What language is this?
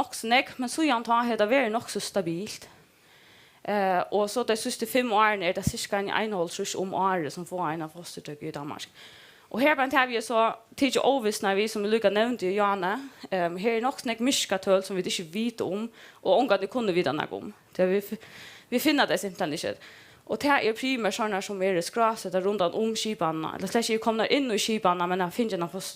Faroese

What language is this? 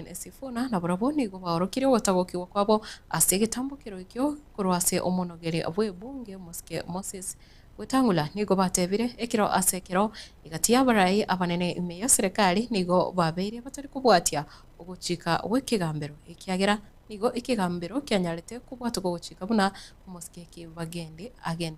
Gusii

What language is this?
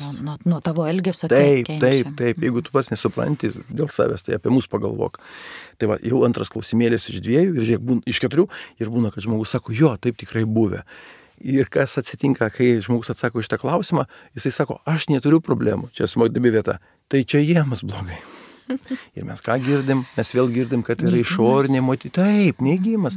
Lithuanian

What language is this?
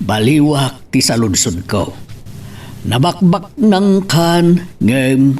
Iloko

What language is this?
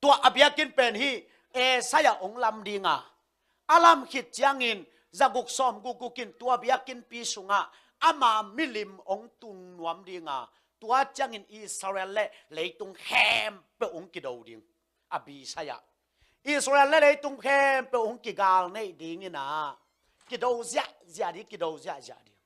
Tedim Chin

